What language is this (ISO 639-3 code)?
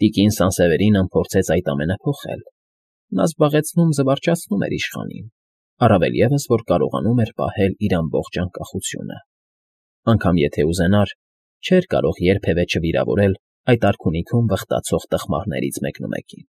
hye